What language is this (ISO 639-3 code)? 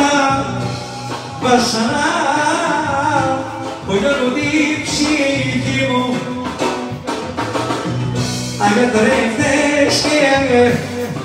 ell